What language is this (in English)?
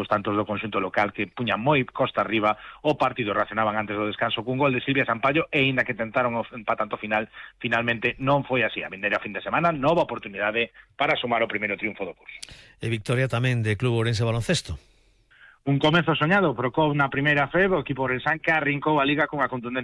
Galician